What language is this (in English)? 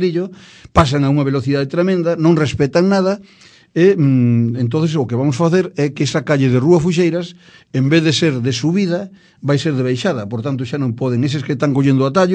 Galician